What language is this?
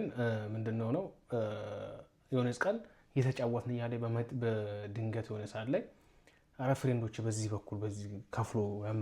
Amharic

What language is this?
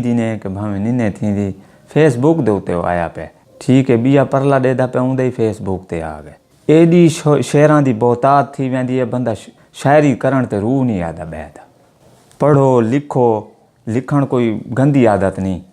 Saraiki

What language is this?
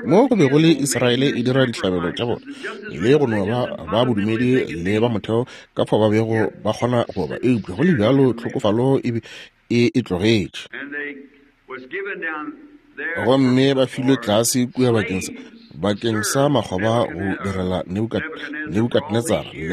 Northern Sotho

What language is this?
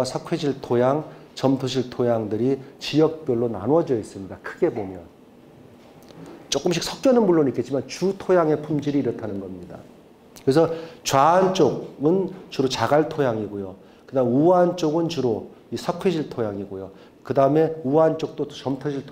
Korean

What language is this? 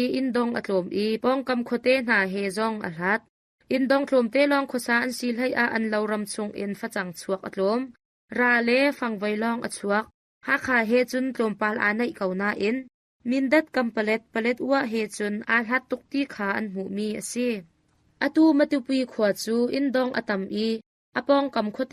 Hakha Chin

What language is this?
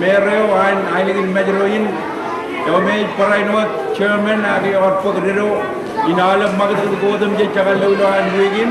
Marshallese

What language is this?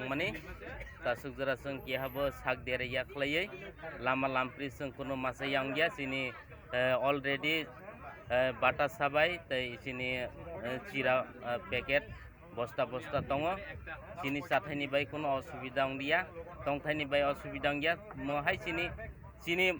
Kok Borok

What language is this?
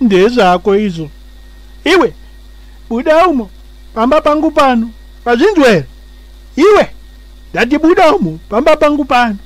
Shona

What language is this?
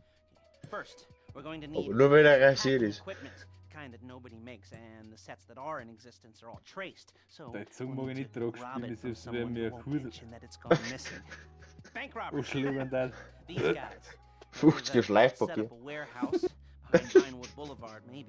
Bavarian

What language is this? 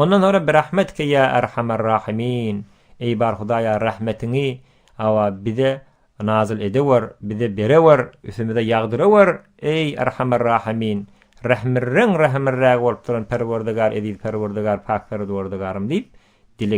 Turkmen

